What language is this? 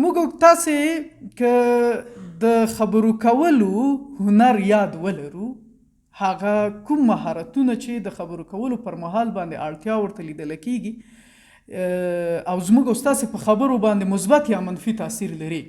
Pashto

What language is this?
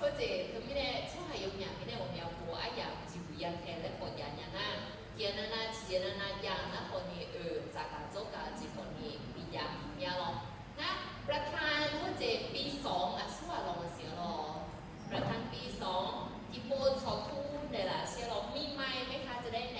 Akha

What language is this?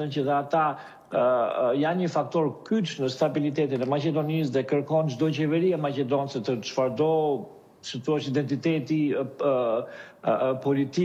Albanian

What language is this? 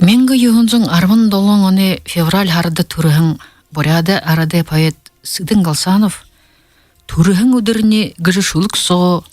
Buriat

